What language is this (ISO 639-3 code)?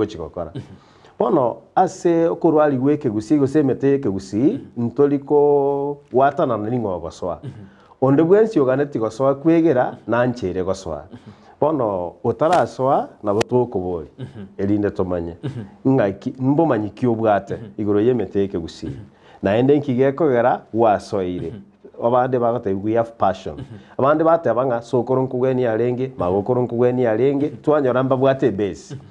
guz